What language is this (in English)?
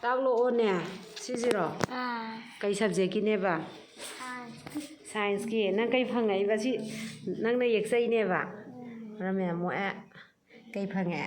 Manipuri